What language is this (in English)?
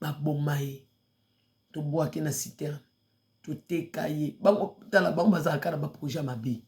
Lingala